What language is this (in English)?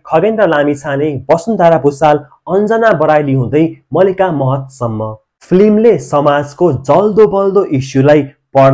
Nepali